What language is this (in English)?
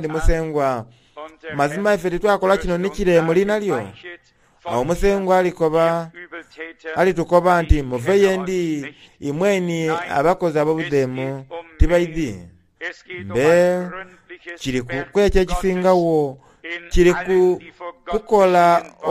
Soga